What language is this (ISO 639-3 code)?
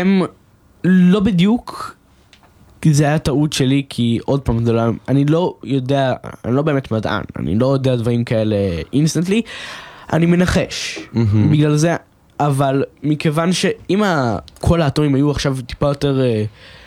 heb